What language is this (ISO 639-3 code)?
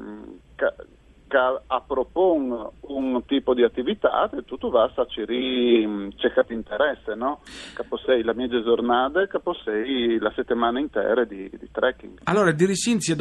fur